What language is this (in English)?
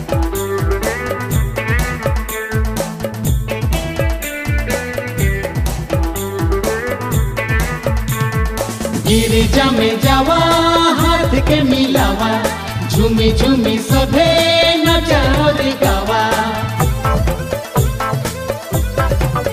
Sadri